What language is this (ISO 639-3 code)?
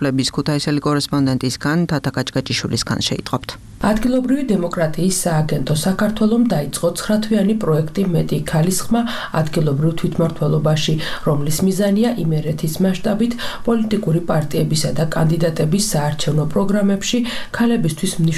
kat